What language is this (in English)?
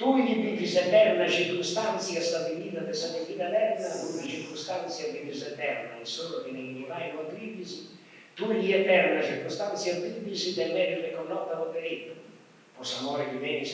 Sardinian